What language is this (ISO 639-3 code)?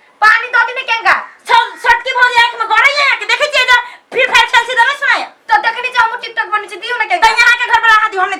mai